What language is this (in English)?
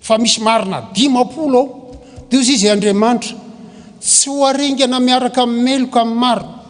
Malagasy